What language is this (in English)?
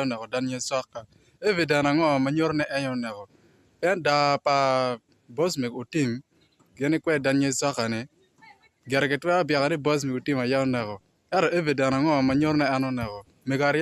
Acoli